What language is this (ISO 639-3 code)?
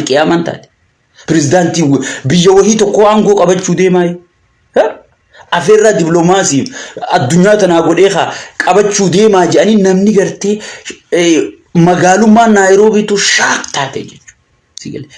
orm